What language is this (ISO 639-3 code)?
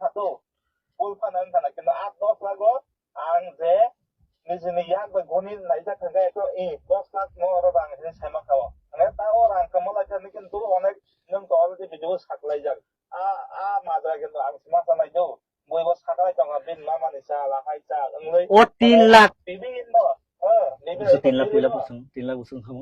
trp